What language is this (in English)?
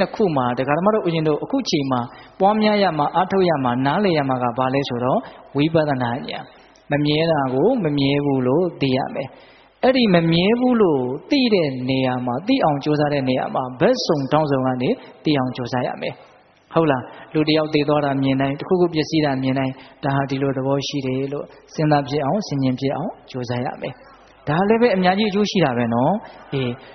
Burmese